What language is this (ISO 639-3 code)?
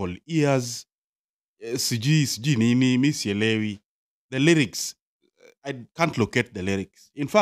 luo